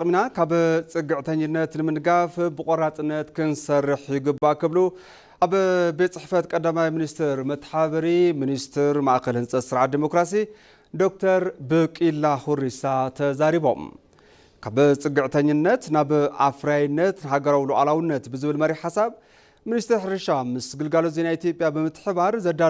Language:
Tigrinya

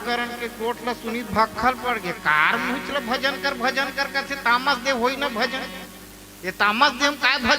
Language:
Chhattisgarhi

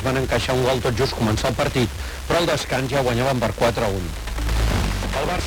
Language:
Catalan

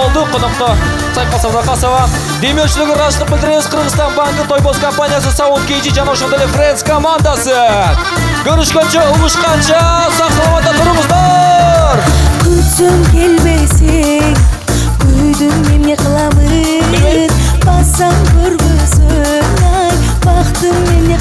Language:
Kyrgyz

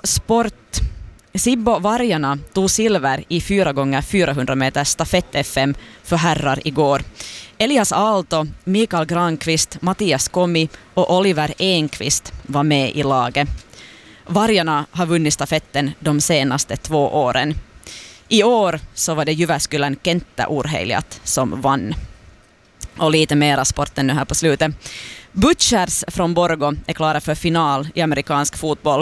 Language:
Swedish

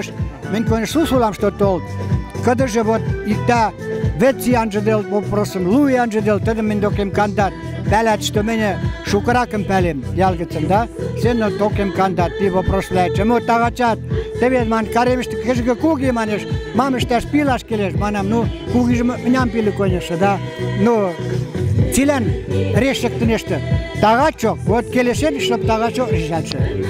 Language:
Western Mari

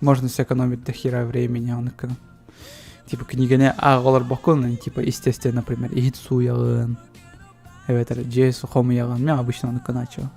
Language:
Yakut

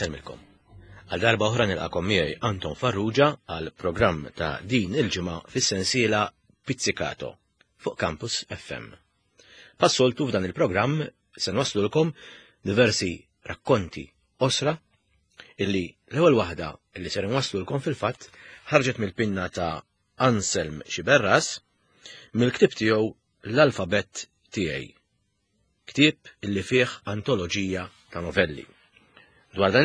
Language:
Maltese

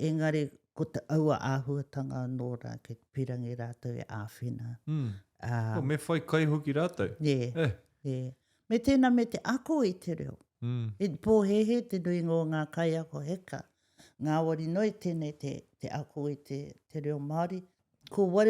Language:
Māori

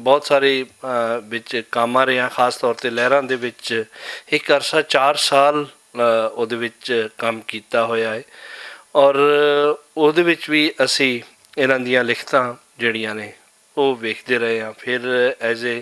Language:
Western Panjabi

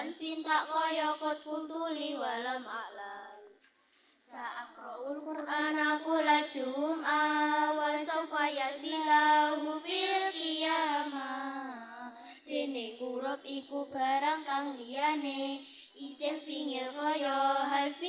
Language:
Javanese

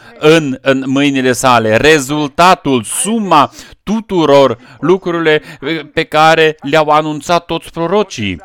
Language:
Romanian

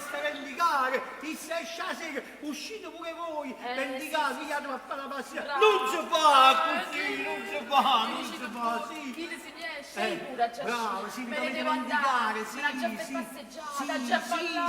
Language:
Neapolitan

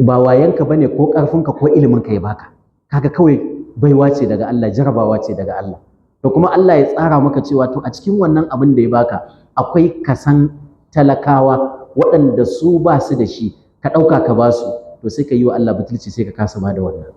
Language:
Hausa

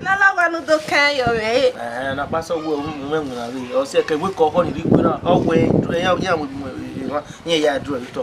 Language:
Bini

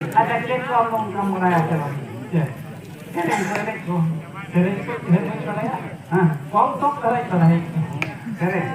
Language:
Santali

